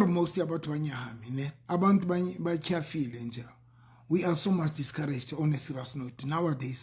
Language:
Southern Sotho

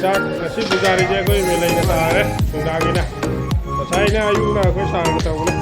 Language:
Manipuri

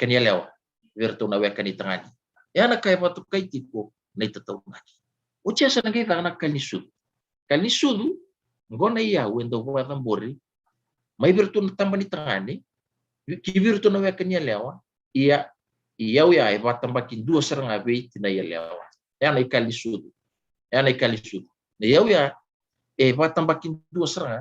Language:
Fijian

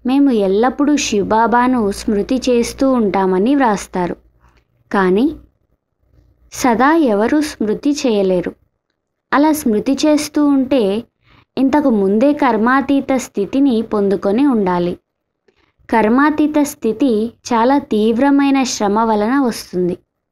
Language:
Telugu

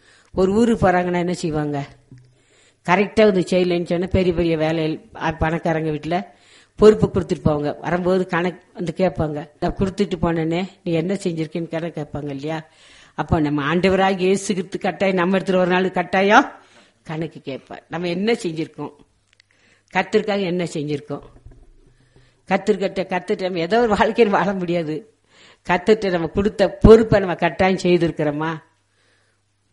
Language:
Tamil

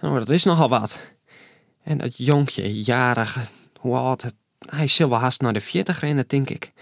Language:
Western Frisian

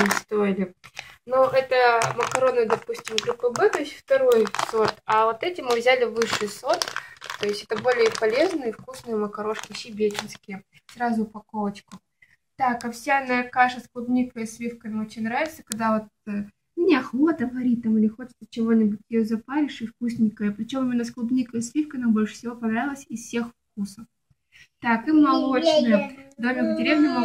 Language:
Russian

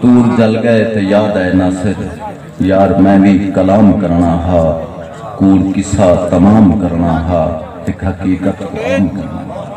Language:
Saraiki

